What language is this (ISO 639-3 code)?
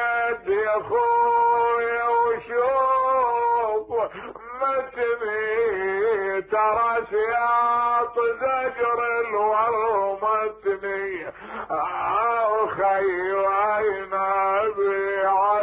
acm